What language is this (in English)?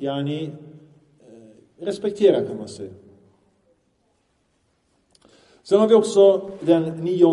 Swedish